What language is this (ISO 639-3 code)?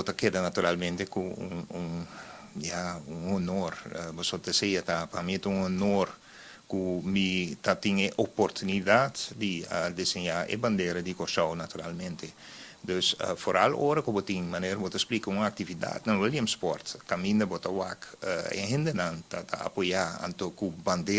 pap